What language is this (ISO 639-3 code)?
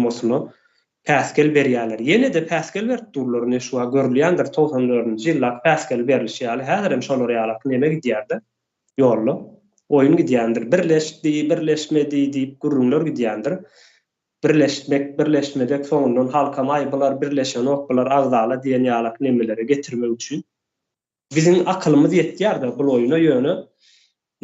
tuk